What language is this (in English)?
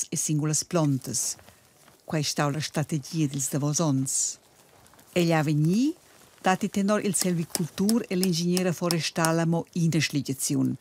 Romansh